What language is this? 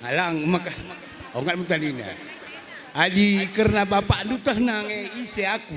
Batak Karo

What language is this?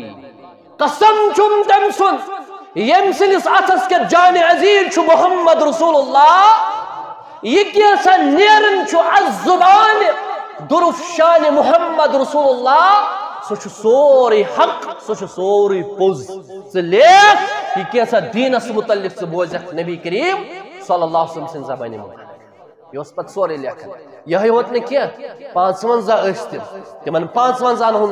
Kashmiri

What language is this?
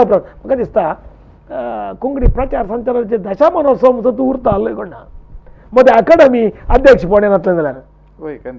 Konkani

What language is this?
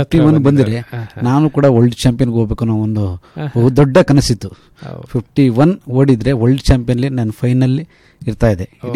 Kannada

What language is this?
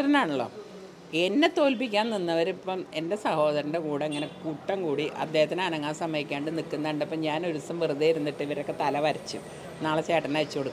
Malayalam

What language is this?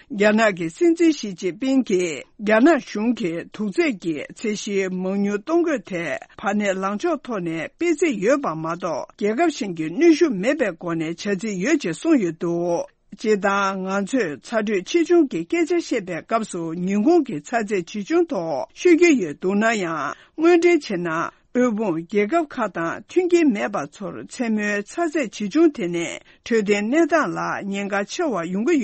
Tibetan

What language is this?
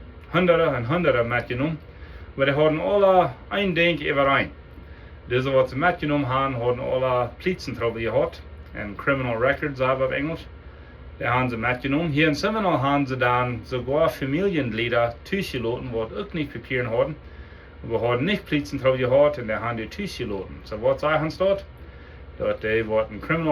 Plautdietsch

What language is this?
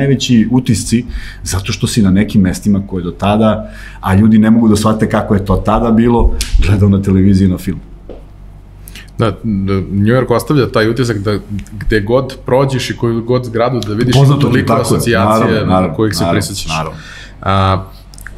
Serbian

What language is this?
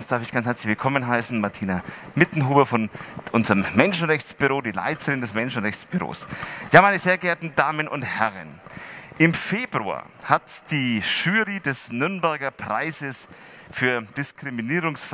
German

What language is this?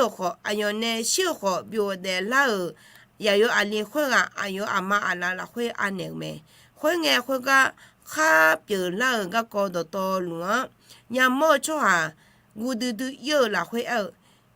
Akha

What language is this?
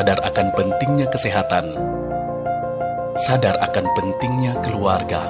Indonesian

